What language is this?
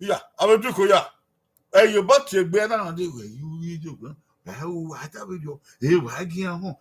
Bini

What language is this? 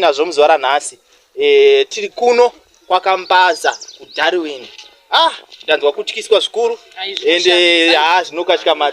Shona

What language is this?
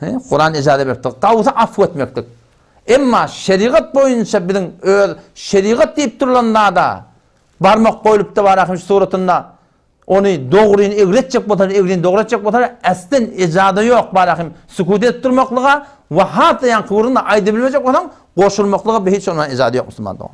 Turkmen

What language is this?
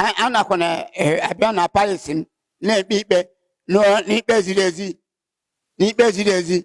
Igbo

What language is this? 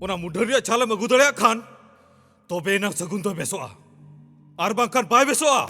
Santali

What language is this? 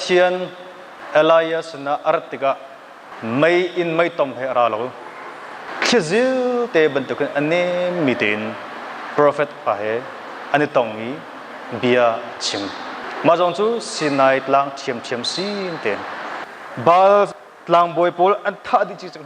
Hakha Chin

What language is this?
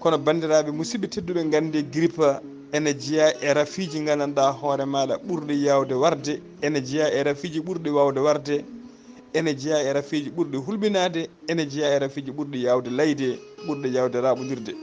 Fula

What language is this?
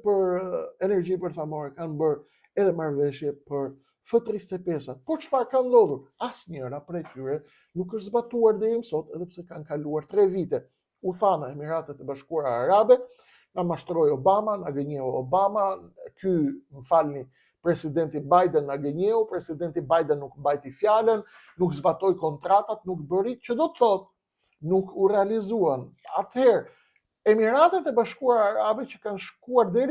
Albanian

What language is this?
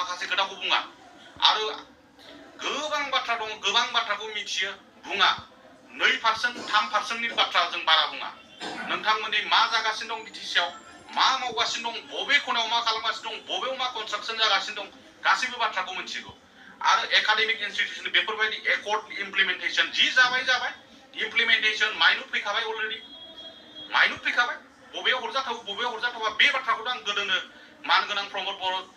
Bodo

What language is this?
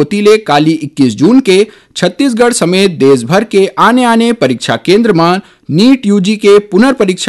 Chhattisgarhi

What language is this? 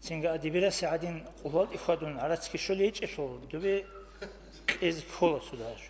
Avaric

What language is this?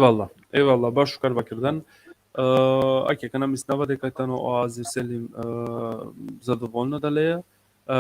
Balkan Romani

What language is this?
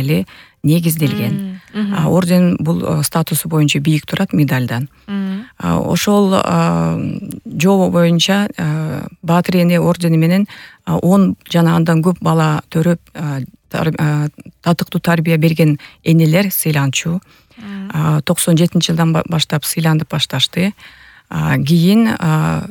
Kyrgyz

